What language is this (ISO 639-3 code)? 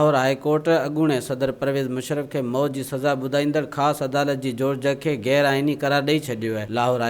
snd